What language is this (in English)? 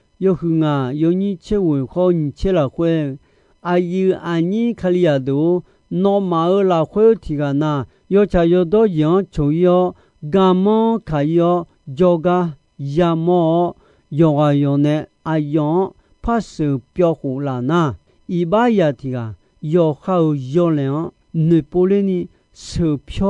Akha